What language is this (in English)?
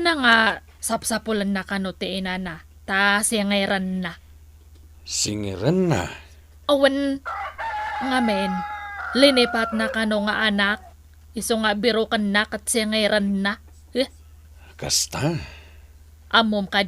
Iloko